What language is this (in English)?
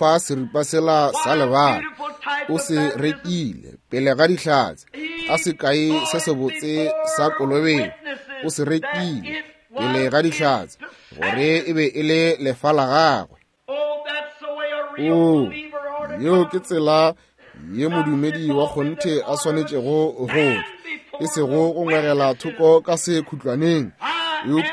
Northern Sotho